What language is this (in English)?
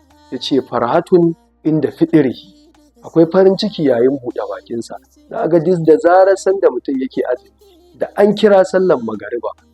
Hausa